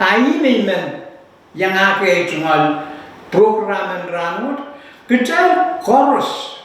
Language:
Pohnpeian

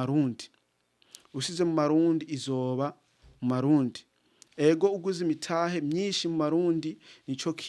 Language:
Rundi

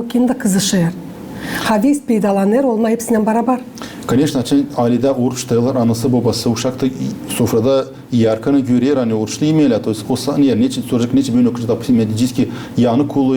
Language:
Gagauz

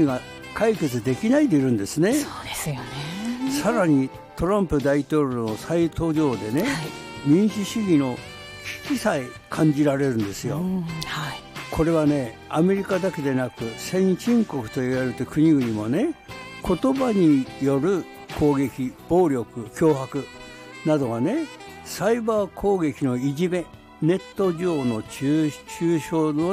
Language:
Japanese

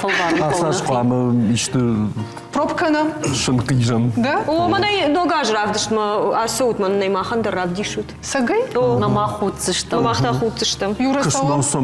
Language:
Ossetic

